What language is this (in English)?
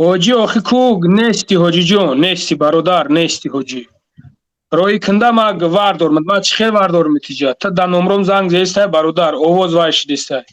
Tajik